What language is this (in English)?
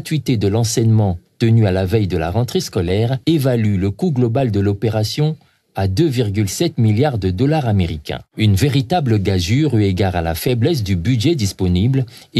French